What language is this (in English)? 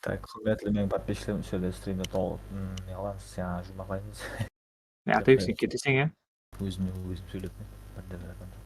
Kara-Kalpak